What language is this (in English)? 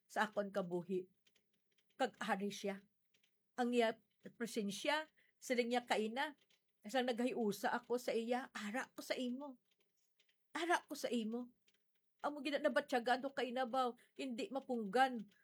Hiligaynon